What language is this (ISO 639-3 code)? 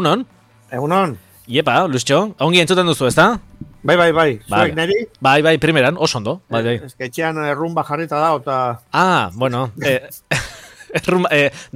eus